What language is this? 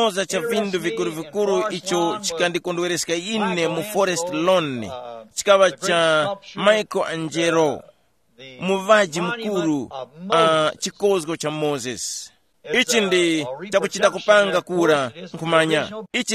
Tumbuka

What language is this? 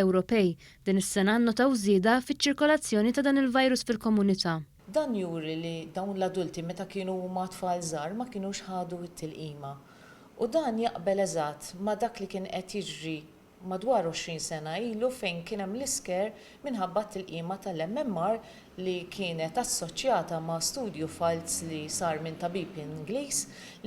Maltese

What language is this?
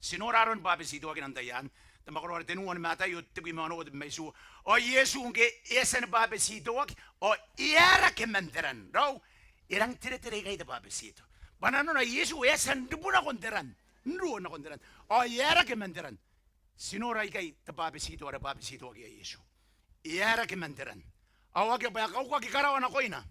Gilbertese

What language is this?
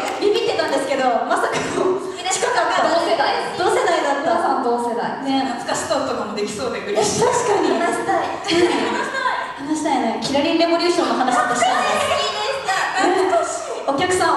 Japanese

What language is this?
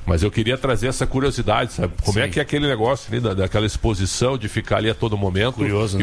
Portuguese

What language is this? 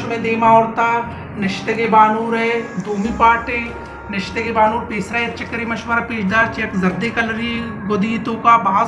Baluchi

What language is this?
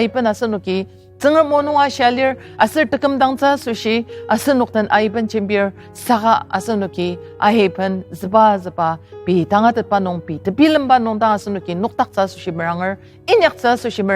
Ao Naga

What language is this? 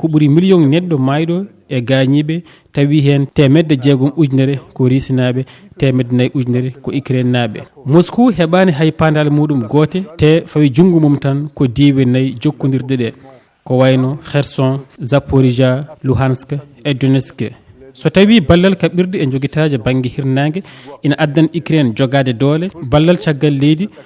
Fula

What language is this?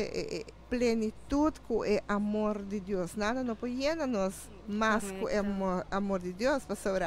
Papiamento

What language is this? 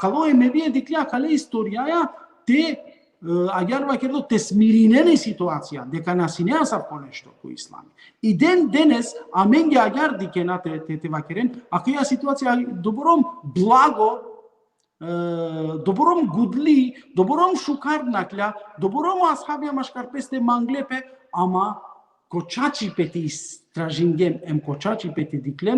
Balkan Romani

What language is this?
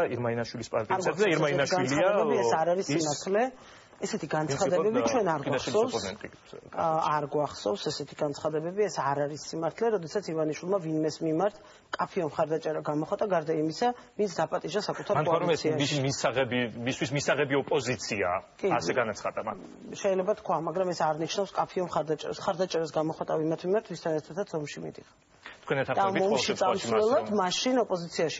Georgian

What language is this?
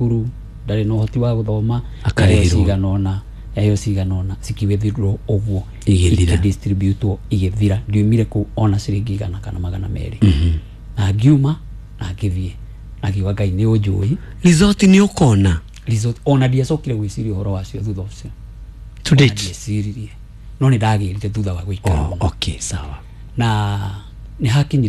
Kikuyu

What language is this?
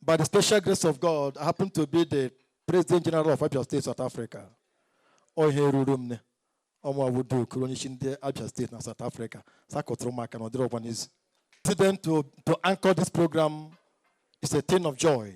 Igbo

